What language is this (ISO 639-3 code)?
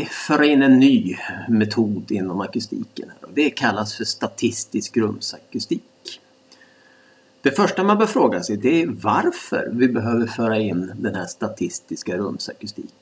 swe